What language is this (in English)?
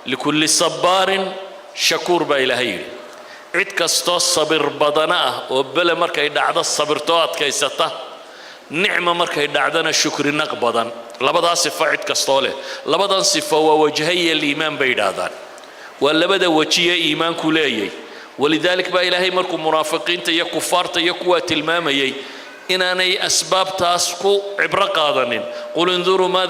Somali